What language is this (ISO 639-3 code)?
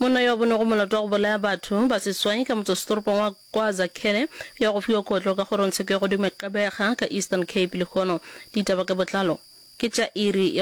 nso